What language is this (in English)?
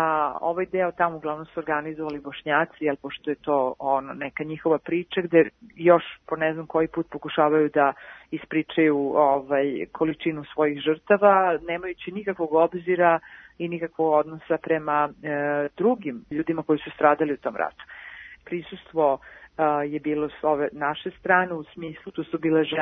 Serbian